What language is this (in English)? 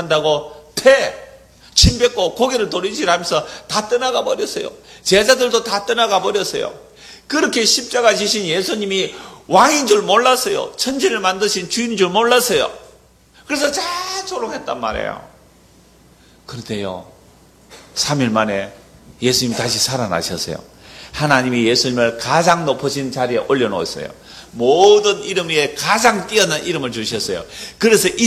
Korean